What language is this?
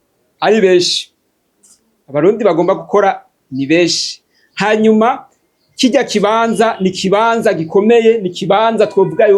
Rundi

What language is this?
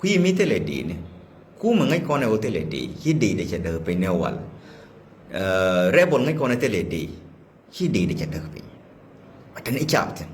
Nuer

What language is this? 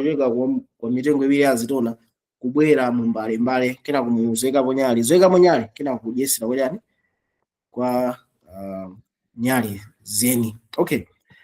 Nyanja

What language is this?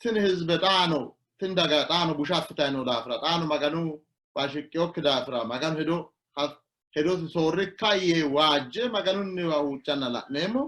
Sidamo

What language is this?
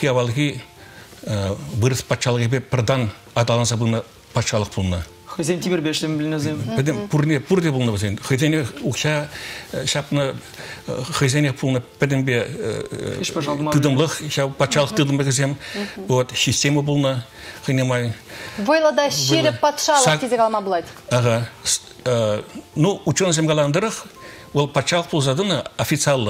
Chuvash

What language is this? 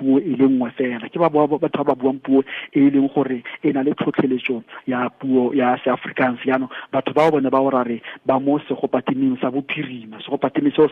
Tswana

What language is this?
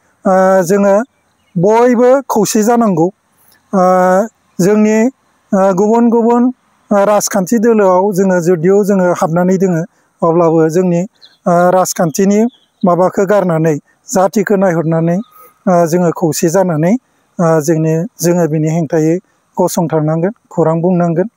Bodo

